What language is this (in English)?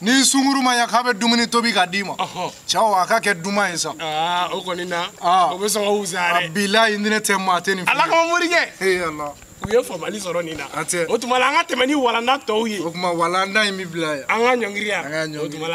Bambara